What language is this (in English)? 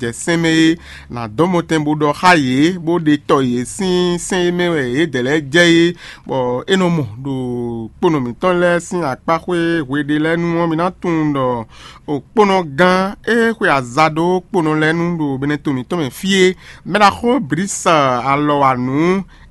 Fon